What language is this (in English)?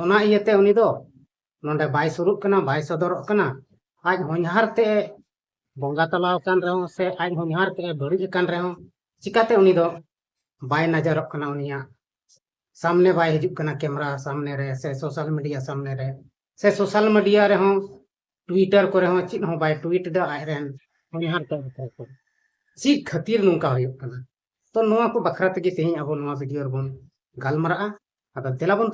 Santali